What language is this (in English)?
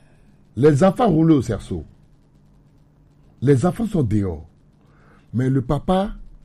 French